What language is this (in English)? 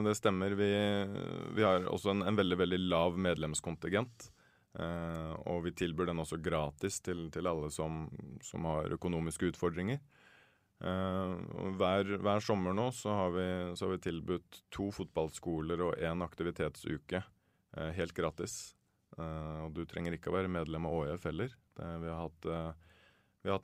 Norwegian